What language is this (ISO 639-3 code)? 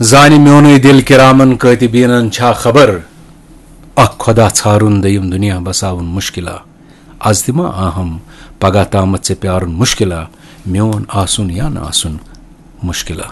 kas